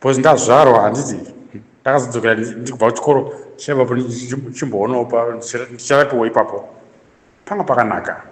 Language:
Shona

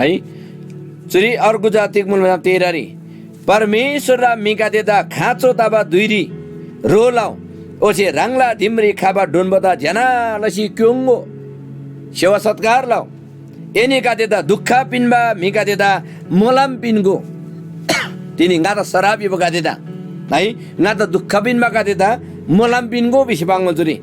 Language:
Eastern Tamang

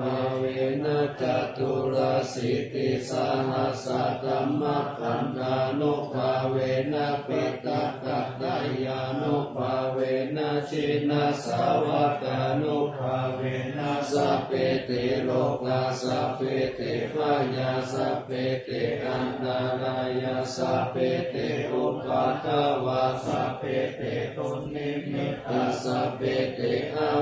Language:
Pali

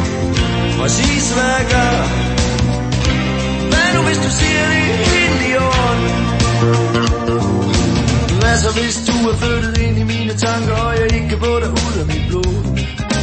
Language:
Danish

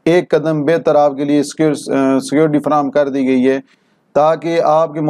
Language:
Urdu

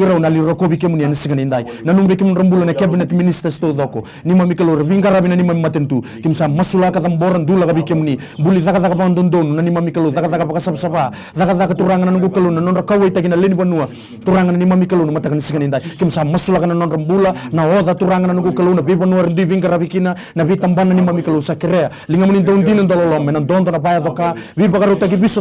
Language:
Fijian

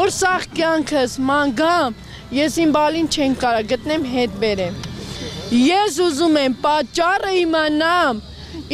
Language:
Armenian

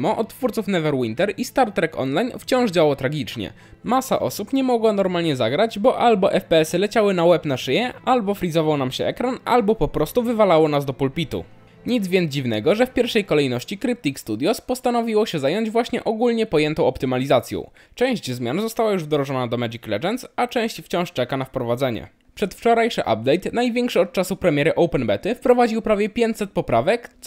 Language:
Polish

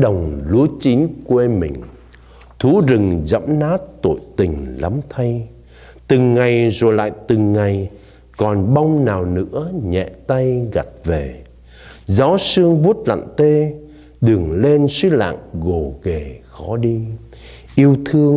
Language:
Vietnamese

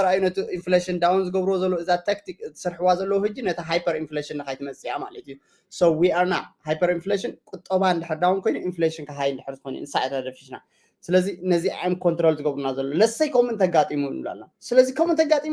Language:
Tigrinya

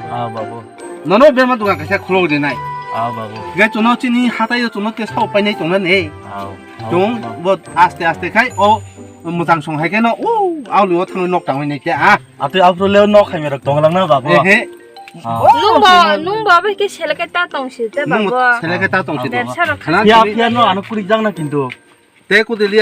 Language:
Kok Borok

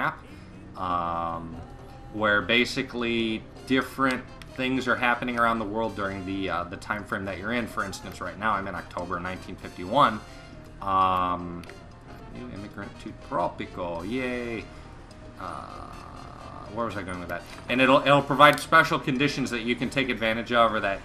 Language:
English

